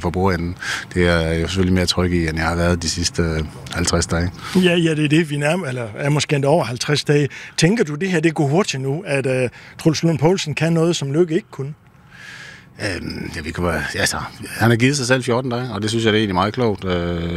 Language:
Danish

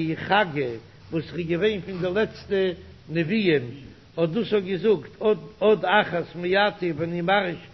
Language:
Yiddish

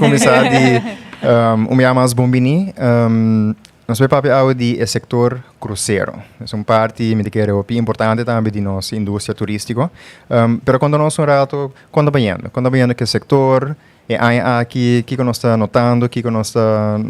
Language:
Papiamento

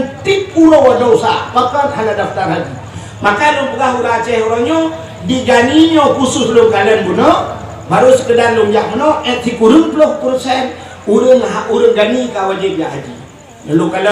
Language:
Achinese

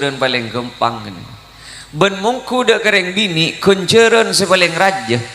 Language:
Madurese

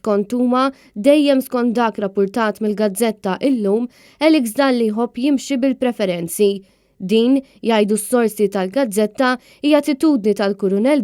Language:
Maltese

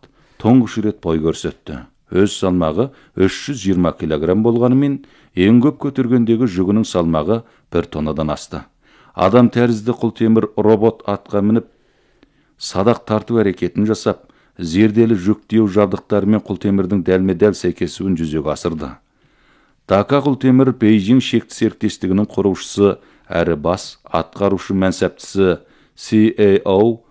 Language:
Kazakh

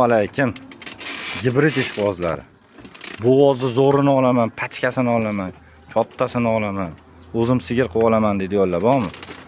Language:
Uzbek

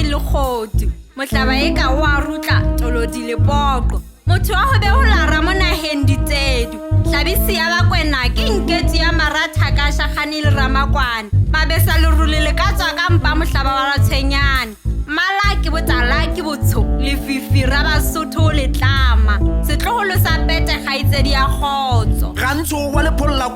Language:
Southern Sotho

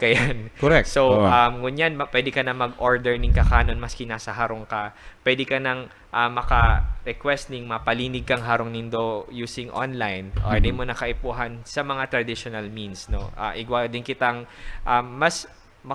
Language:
Bikol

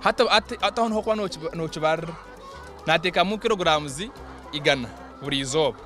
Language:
Nyankole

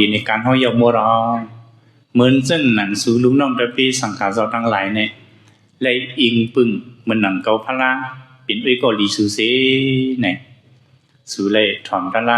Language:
Shan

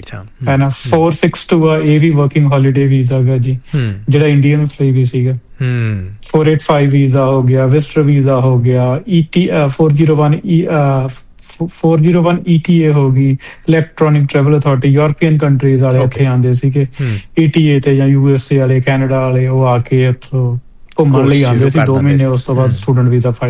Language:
Punjabi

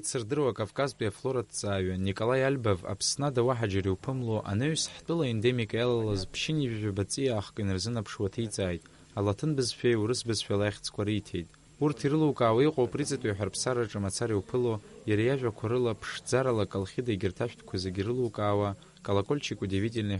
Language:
Abkhazian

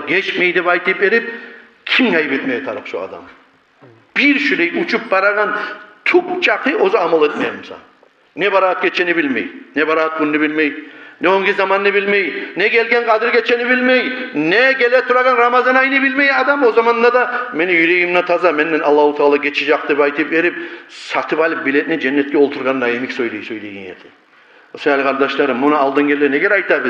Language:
Kumyk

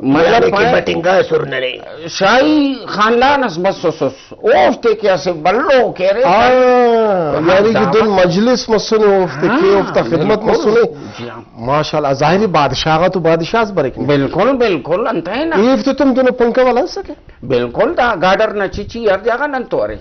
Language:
Brahui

